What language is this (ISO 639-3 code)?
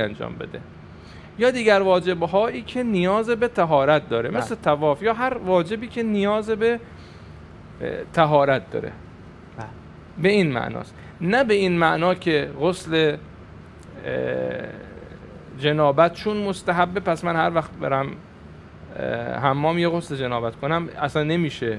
fas